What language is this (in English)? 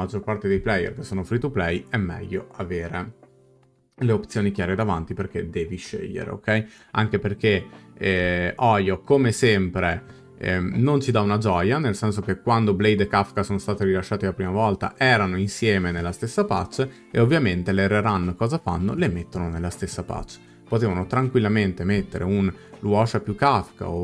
Italian